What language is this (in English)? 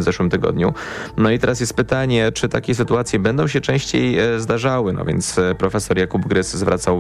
Polish